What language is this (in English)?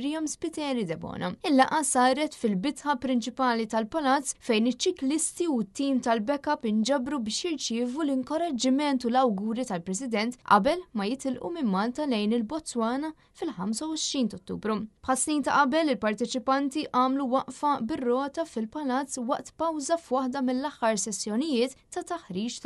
Maltese